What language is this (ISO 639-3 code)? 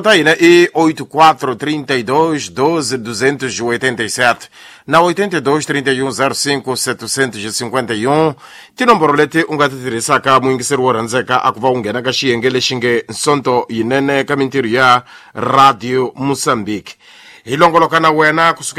tso